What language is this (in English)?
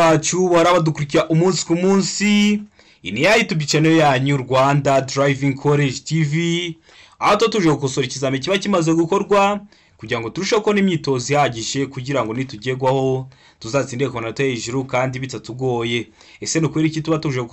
Kinyarwanda